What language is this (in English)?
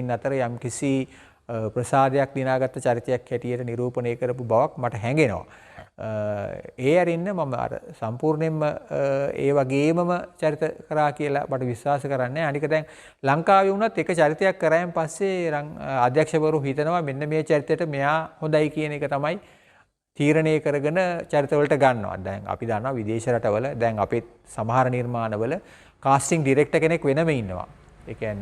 Sinhala